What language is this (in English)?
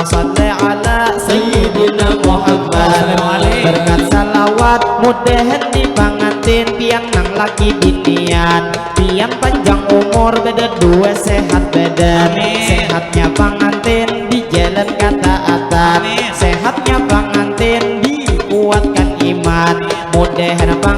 Banjar